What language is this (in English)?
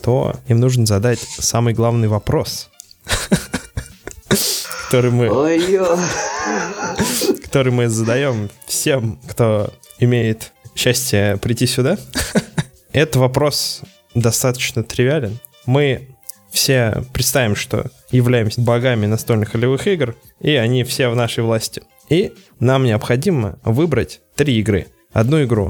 Russian